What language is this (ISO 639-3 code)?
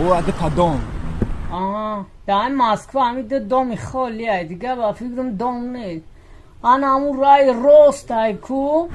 tgk